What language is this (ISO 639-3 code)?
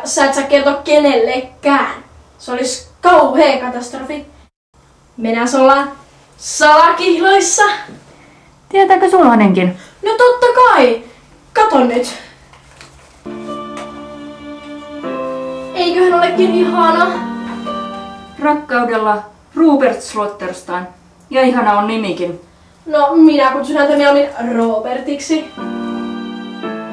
fin